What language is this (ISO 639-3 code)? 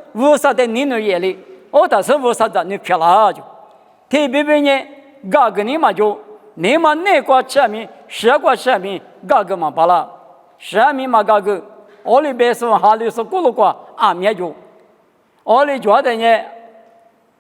lis